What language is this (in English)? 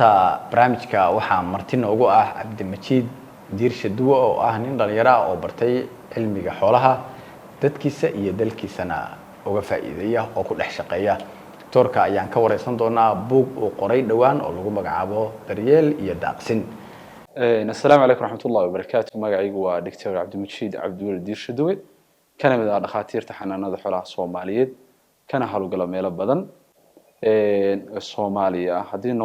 Somali